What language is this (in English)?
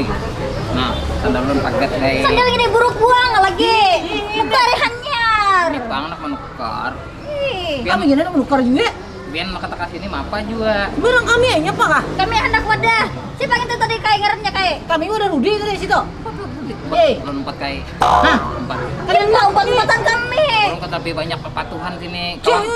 Banjar